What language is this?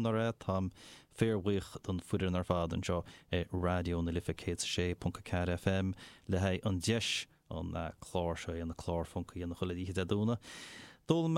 Irish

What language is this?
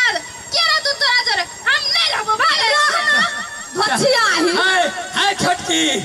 Maithili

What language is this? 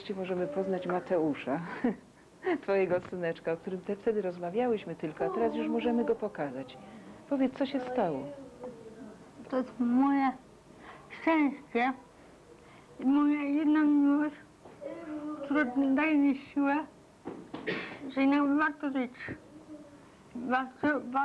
Polish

